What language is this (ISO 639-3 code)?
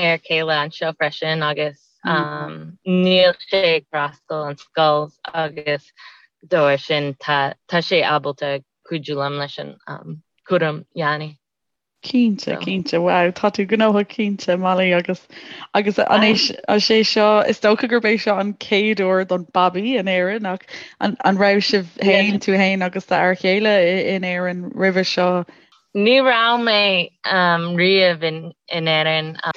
gle